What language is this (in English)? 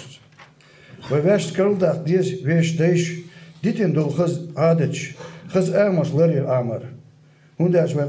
Chechen